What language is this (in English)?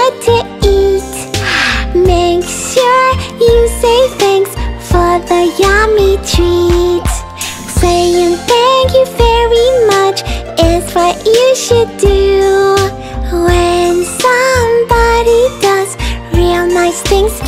English